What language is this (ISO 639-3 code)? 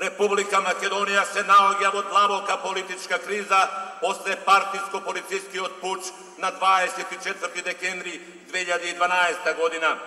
mkd